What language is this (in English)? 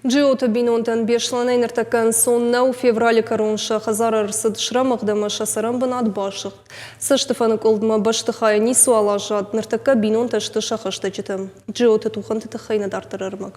Ossetic